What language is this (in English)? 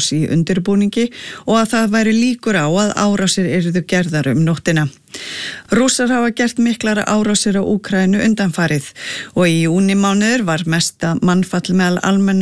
Icelandic